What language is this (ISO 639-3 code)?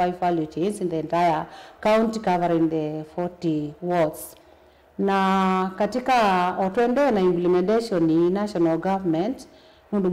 kam